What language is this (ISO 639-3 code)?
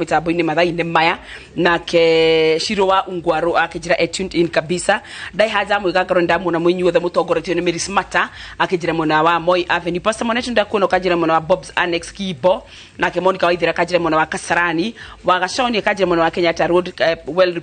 kik